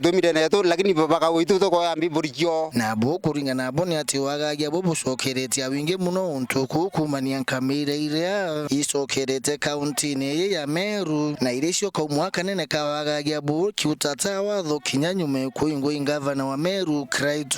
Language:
Meru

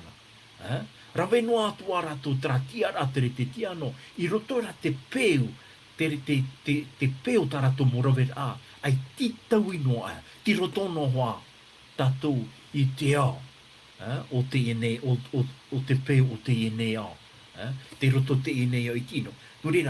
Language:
Tahitian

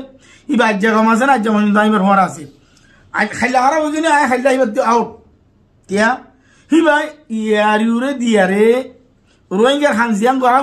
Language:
Rohingya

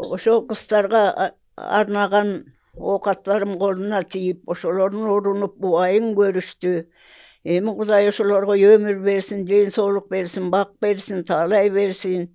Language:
Kyrgyz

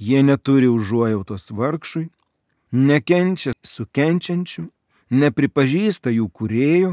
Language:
Lithuanian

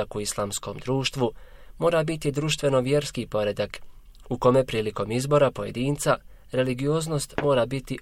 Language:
Bosnian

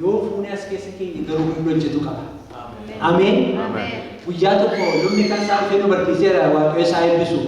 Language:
Oromo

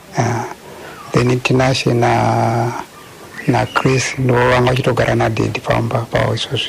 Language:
Shona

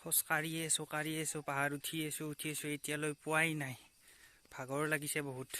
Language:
Assamese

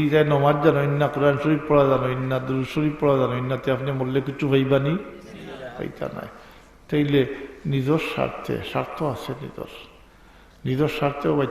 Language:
Sylheti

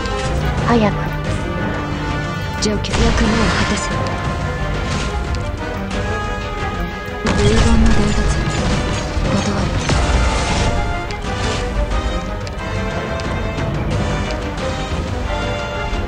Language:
Japanese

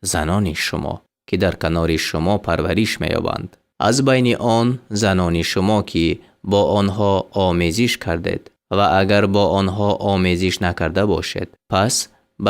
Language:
Tajik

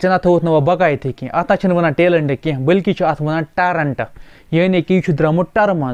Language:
Kashmiri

